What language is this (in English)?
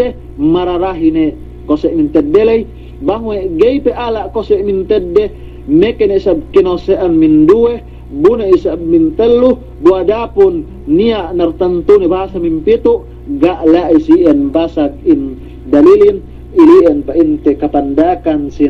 Yakan